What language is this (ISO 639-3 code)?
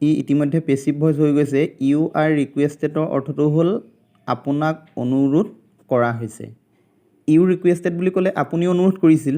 asm